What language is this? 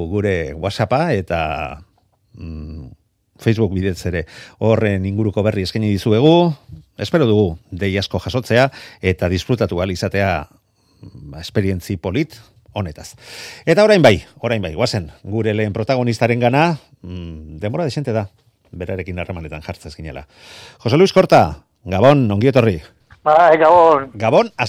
Basque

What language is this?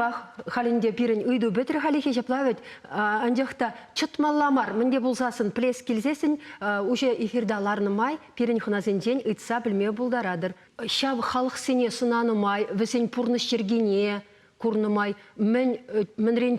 Chuvash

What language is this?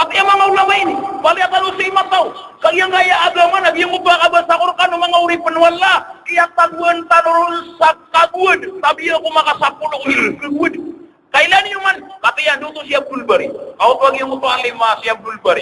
Maranao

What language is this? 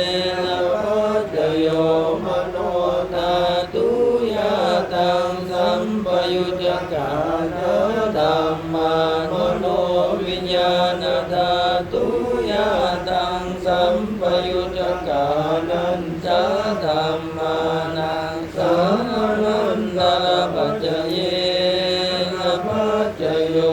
Pali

